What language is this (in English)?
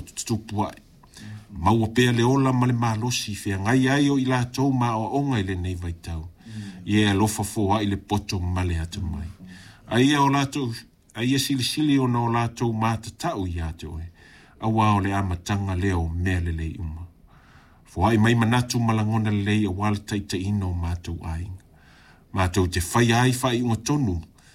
Samoan